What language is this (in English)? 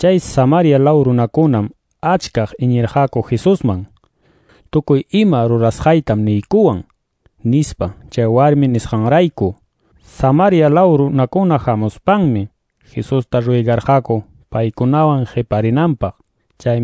Quechua